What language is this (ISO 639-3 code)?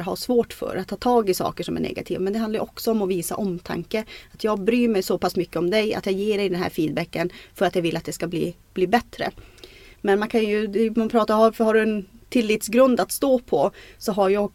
swe